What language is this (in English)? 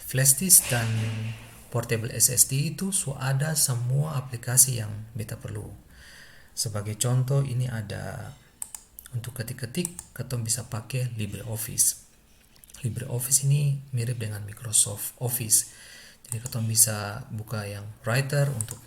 Ambonese Malay